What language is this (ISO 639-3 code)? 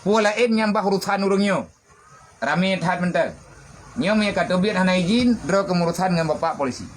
ace